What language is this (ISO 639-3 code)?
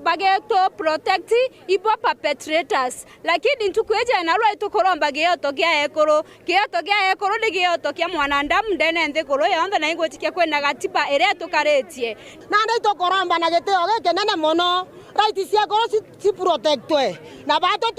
mer